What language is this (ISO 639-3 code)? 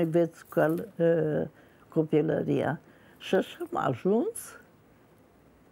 ron